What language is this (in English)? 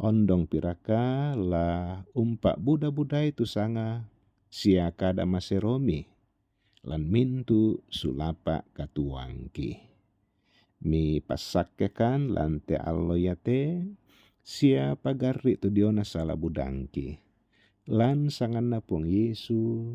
Toraja-Sa'dan